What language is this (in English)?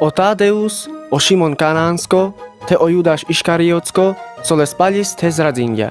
Carpathian Romani